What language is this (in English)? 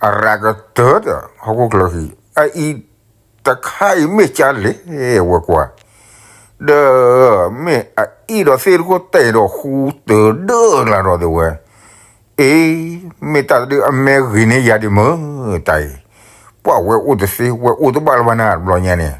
S'gaw Karen